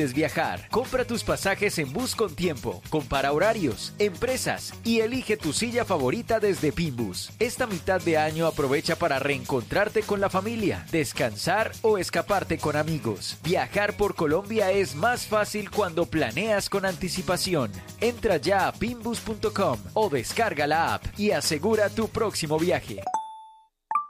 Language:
Spanish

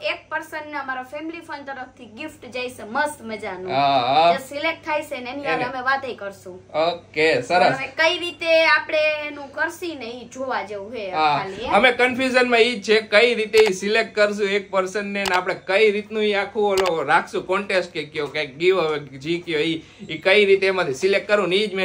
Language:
Gujarati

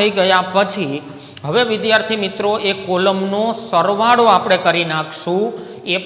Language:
Gujarati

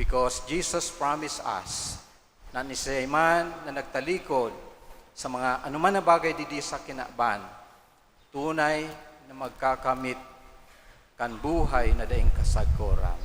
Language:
Bikol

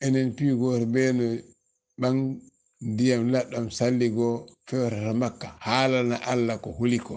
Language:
Fula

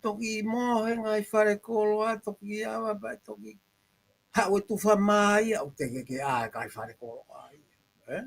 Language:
Tongan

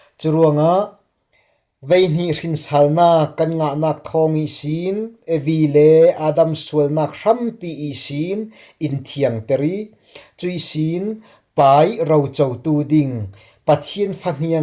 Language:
Falam Chin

